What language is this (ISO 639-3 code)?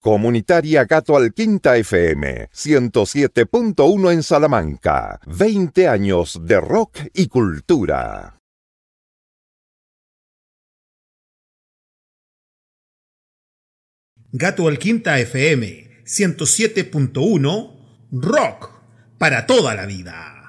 spa